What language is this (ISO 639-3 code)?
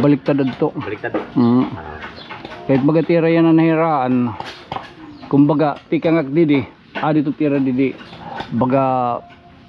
war